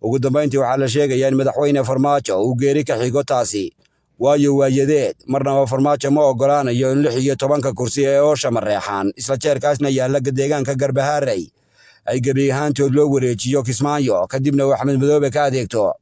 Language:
Somali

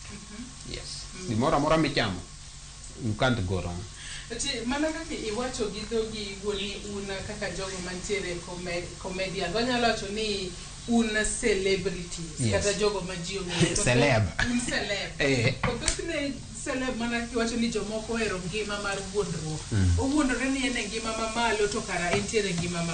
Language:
Luo (Kenya and Tanzania)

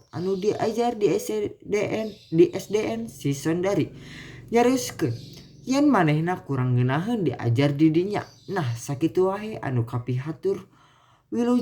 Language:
Sundanese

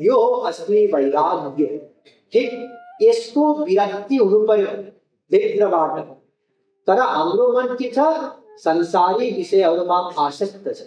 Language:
Nepali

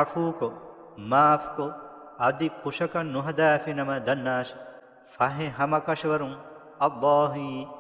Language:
Divehi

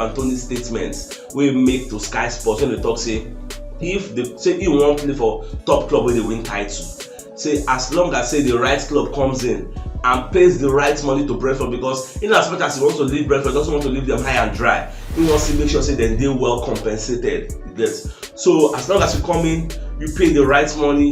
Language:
Nigerian Pidgin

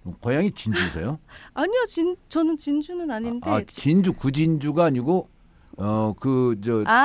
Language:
Korean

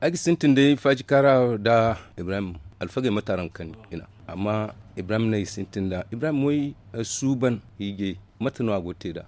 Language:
Zarma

